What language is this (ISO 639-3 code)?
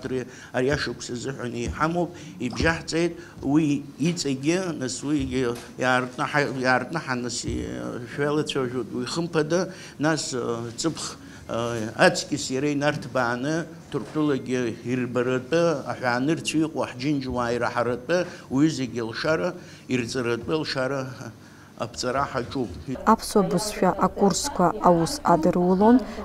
abk